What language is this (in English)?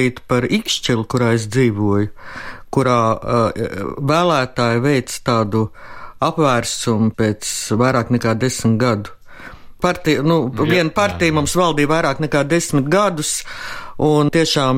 Latvian